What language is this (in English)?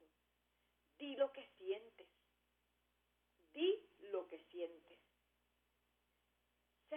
Spanish